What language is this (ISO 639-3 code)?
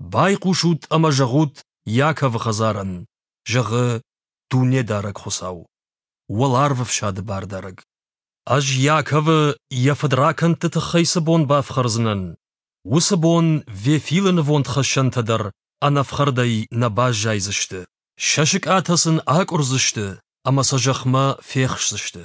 oss